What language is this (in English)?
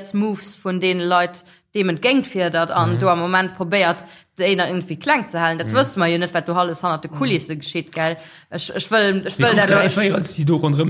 Luxembourgish